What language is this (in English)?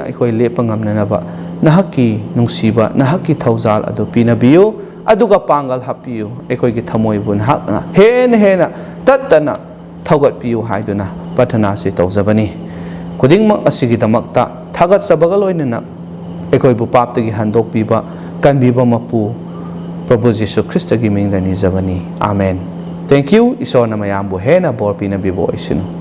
Manipuri